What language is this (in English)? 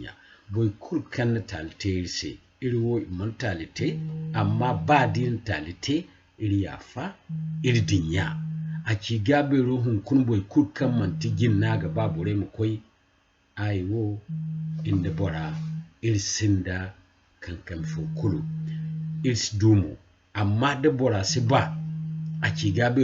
Zarma